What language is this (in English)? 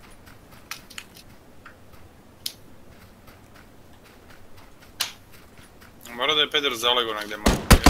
Croatian